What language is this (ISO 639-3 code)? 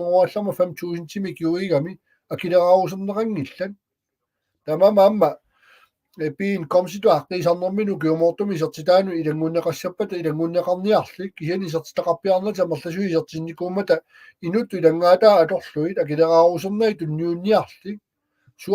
kal